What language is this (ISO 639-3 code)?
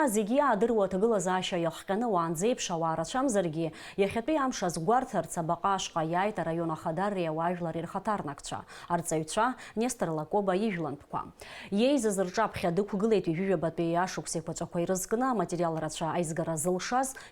abk